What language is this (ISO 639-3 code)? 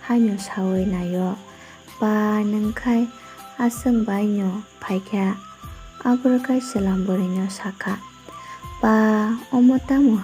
trp